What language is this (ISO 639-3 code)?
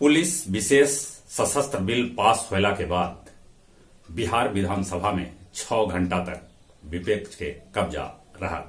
mag